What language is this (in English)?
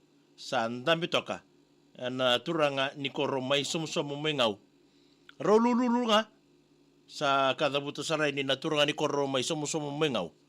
Fijian